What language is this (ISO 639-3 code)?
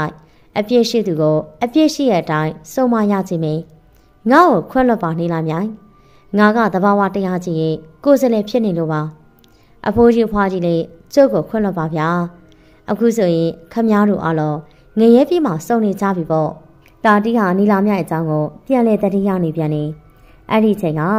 mya